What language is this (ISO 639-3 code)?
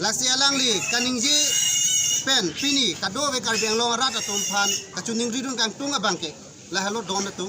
mjw